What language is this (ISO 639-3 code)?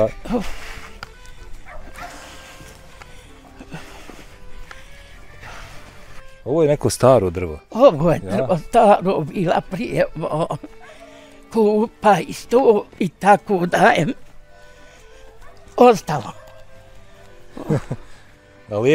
bos